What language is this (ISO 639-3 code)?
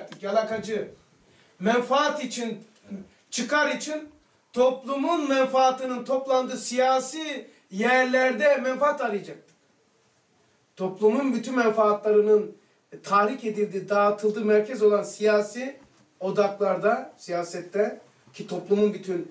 tur